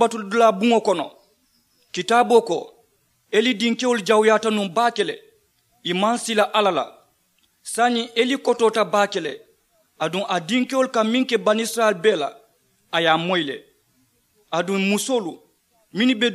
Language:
Mandingo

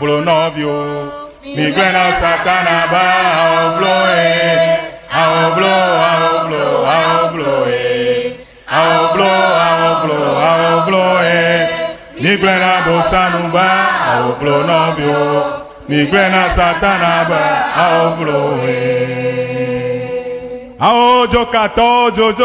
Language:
Ewe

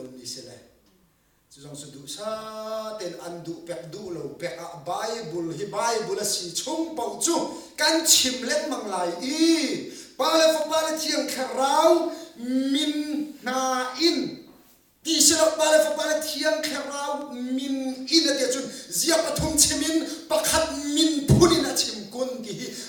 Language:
Hakha Chin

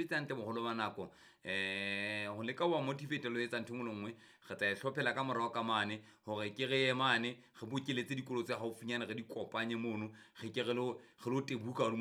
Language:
Southern Sotho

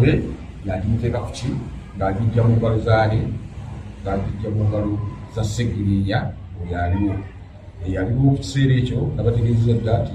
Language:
Ganda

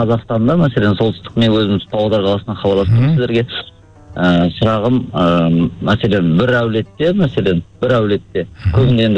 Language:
Kazakh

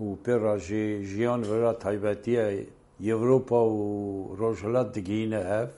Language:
Kurdish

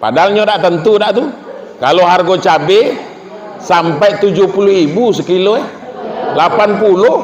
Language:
Minangkabau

